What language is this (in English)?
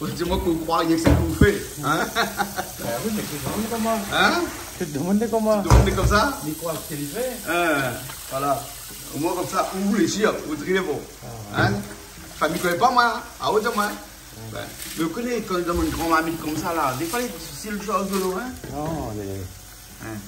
Réunion Creole French